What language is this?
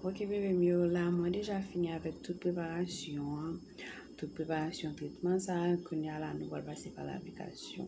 Haitian Creole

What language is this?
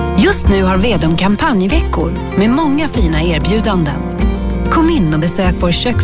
Swedish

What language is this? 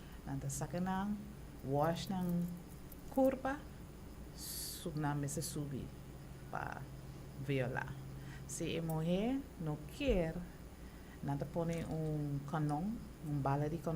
Papiamento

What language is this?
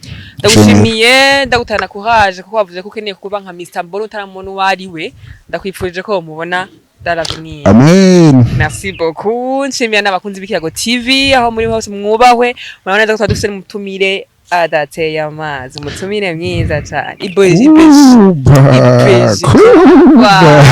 Rundi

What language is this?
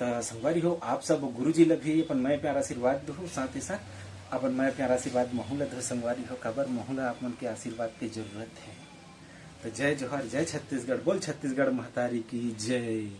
Chhattisgarhi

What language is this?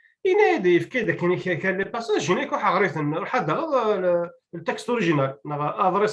Kabyle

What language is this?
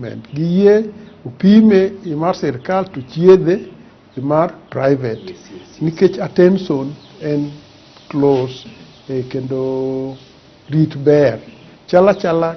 Luo (Kenya and Tanzania)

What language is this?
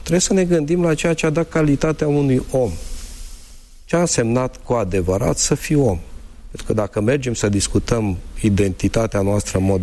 Romanian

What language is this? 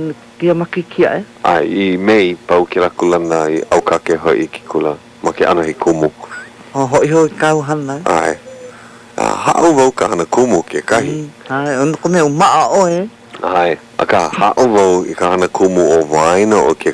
Hawaiian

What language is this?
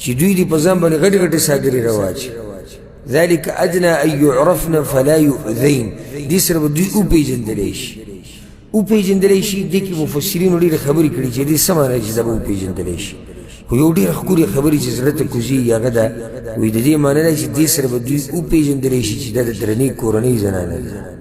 Pashto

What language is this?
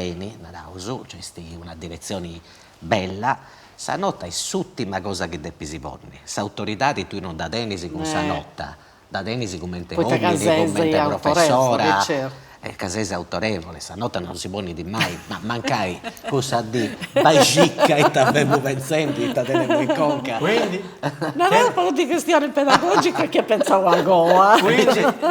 Sardinian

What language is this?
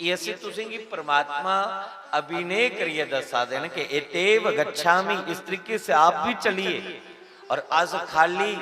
Dogri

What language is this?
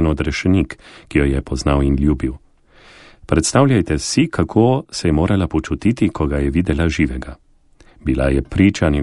Slovenian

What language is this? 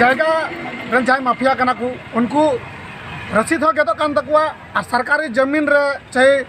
Santali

